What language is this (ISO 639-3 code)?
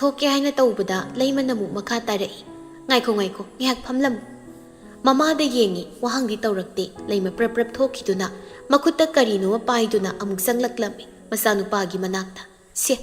mni